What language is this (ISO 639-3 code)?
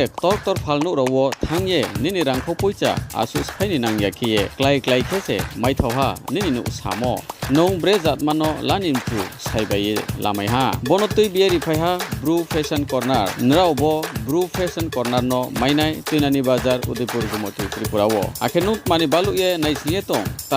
ria